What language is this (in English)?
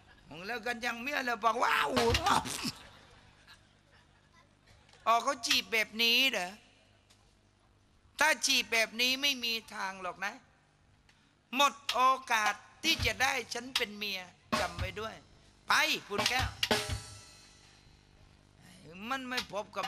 Thai